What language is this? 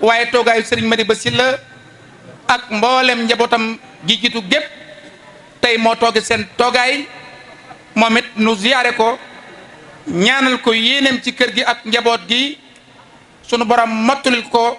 Wolof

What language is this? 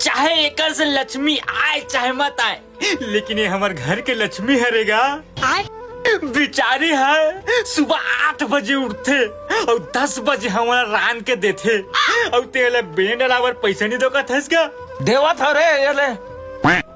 Chhattisgarhi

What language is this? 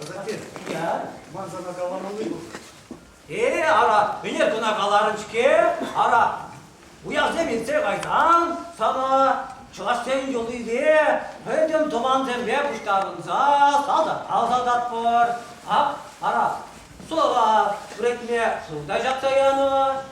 Chuvash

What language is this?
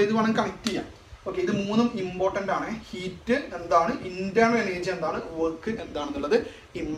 Malayalam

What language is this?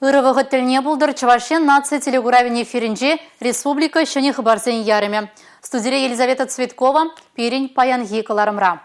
Chuvash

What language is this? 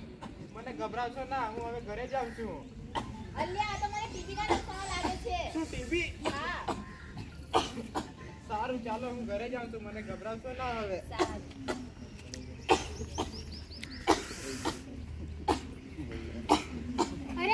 Gujarati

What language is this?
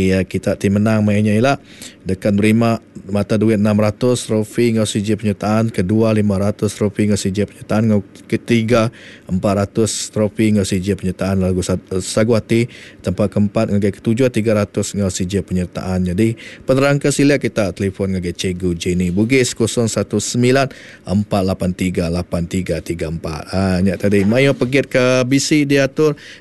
Iban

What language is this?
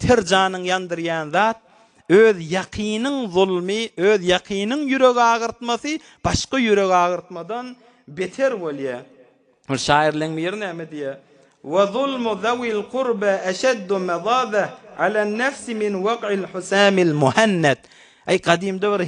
Turkmen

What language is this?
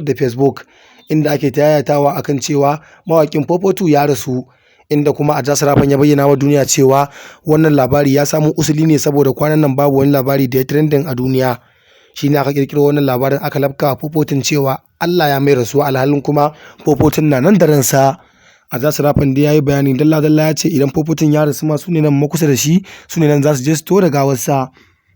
Hausa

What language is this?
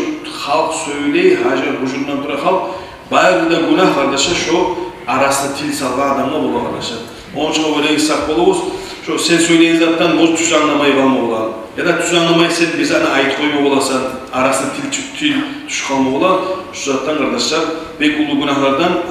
Kumyk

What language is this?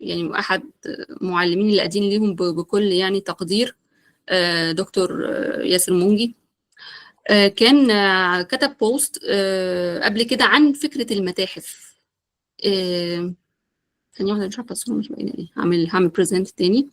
Egyptian Arabic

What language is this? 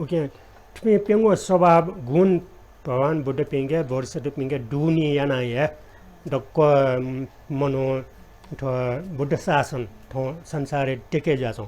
Newari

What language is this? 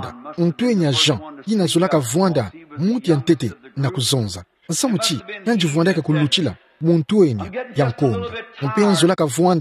Kituba (Democratic Republic of Congo)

